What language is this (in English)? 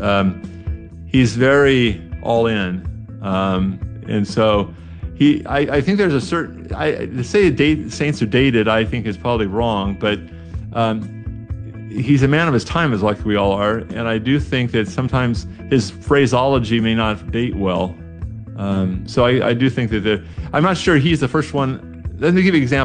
English